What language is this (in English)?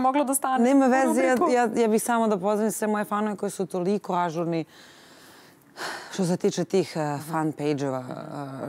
Serbian